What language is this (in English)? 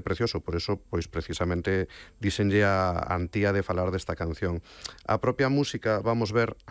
Galician